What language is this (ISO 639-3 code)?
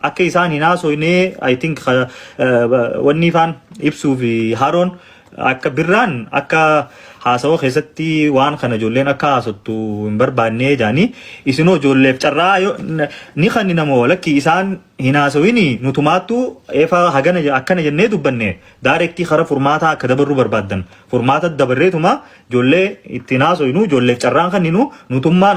orm